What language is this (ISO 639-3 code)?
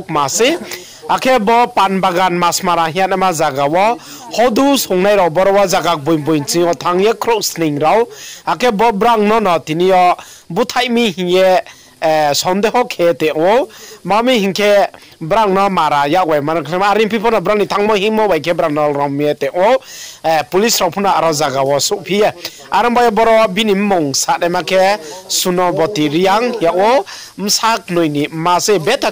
ria